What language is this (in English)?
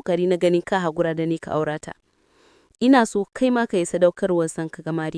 Hausa